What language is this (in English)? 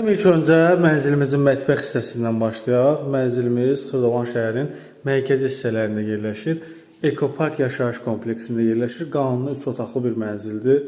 Azerbaijani